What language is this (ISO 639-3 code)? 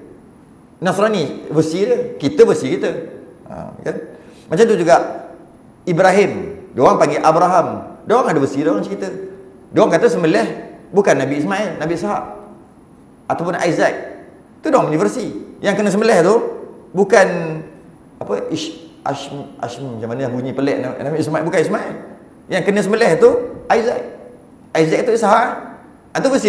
msa